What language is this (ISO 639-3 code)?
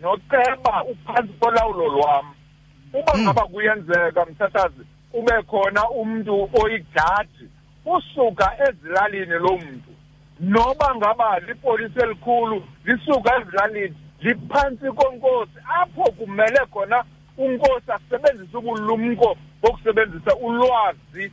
xho